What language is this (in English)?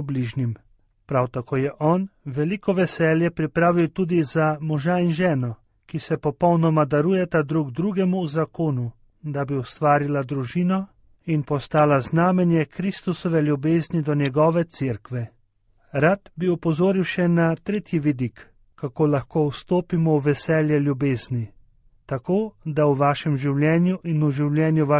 Slovenian